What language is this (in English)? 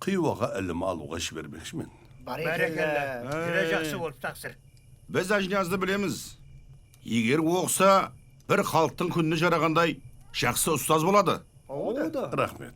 Kara-Kalpak